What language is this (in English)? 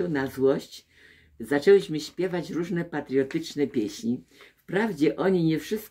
Polish